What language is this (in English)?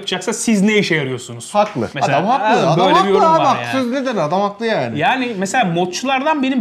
Turkish